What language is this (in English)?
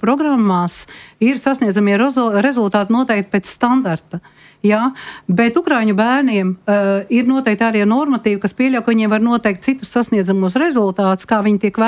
Latvian